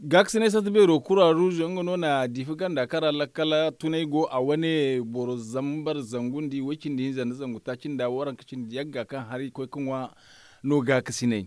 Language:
Zarma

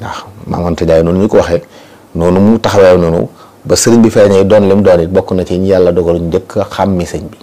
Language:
Wolof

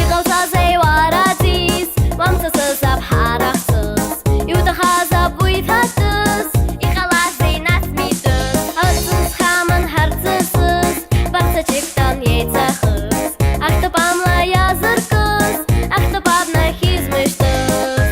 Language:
Abkhazian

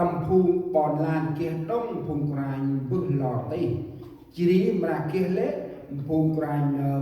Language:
Central Mnong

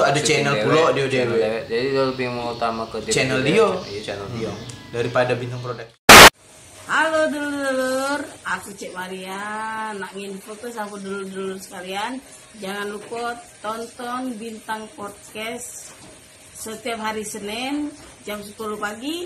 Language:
Musi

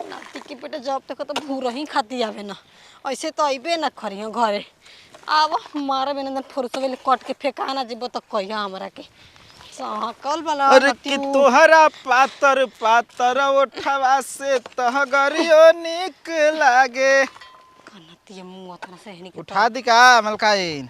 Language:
Bhojpuri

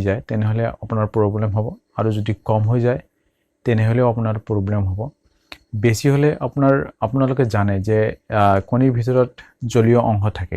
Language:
Assamese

